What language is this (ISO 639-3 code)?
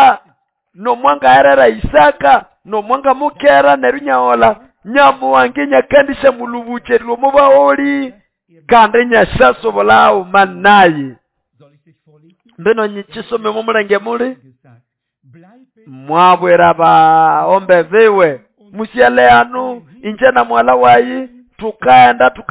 nnb